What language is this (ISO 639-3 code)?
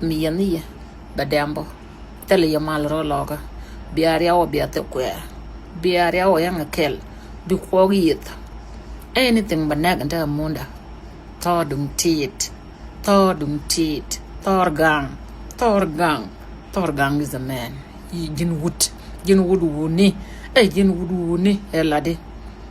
nus